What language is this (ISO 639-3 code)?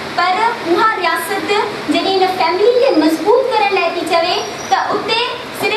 snd